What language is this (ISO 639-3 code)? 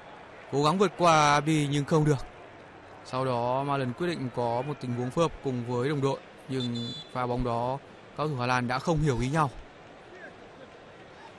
vie